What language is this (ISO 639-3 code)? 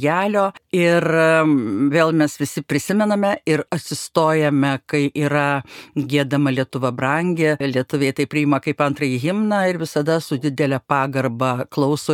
lit